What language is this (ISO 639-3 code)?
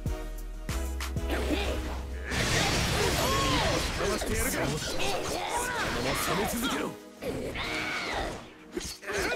jpn